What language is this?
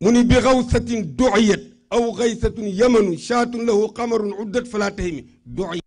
Wolof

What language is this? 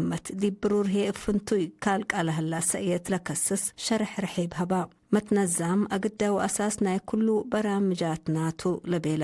Tigre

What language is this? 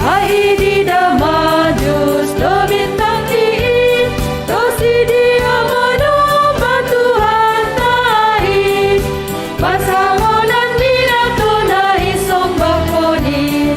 Batak Simalungun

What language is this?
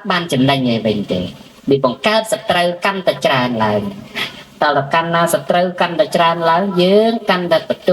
Khmer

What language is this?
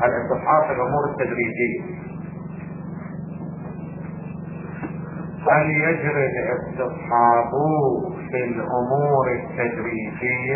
Arabic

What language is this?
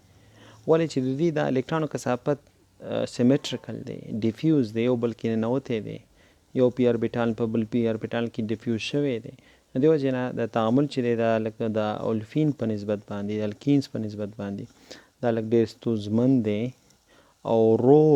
Pashto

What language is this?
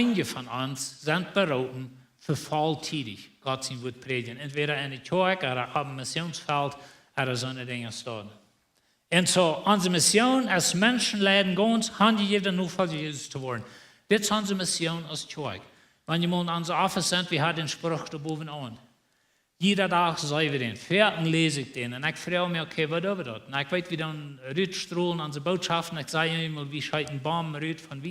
Plautdietsch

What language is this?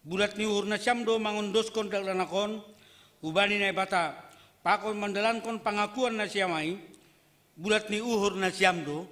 Batak Simalungun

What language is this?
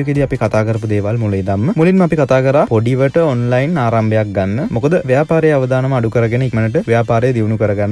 Sinhala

